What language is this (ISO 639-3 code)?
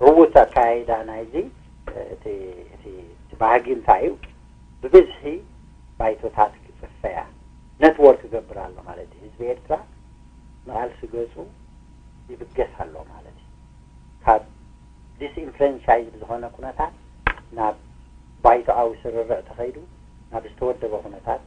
tir